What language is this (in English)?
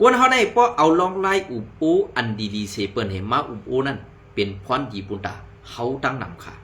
Shan